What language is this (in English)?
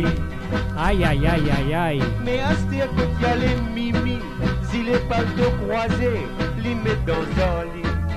Morisyen